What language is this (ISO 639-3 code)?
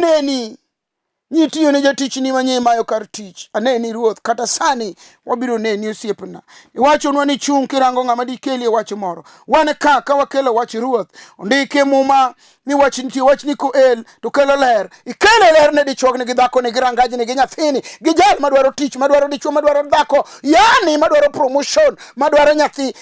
luo